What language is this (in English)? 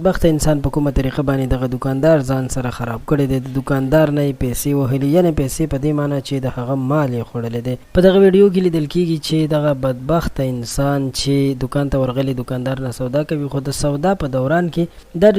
Pashto